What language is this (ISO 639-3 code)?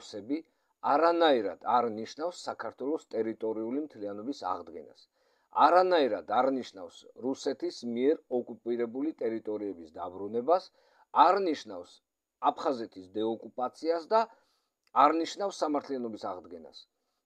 kat